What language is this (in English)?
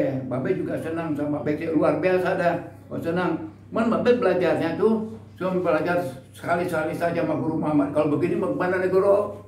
Betawi